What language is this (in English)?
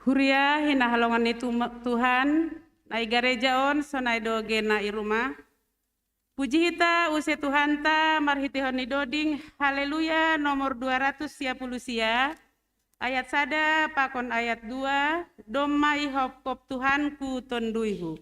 Batak Simalungun